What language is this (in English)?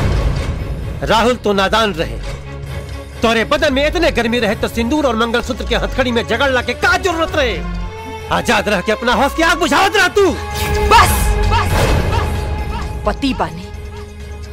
Bhojpuri